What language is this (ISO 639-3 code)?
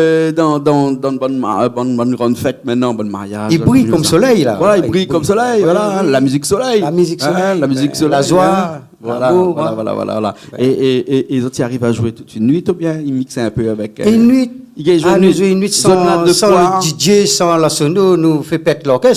rcf